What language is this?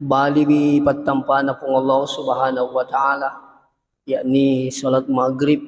Buginese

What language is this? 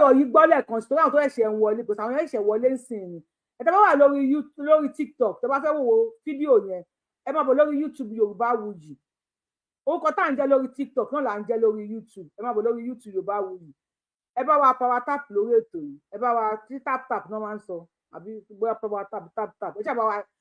Yoruba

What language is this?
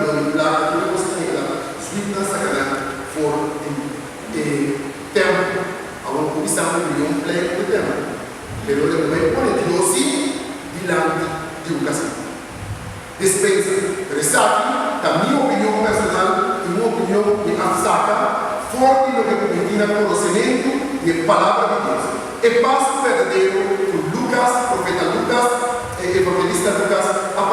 Papiamento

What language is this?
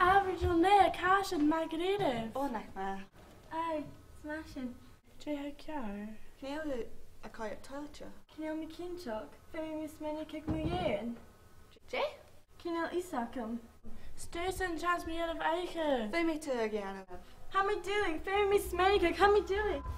Scottish Gaelic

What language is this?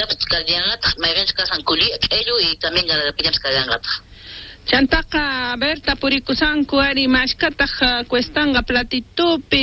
Quechua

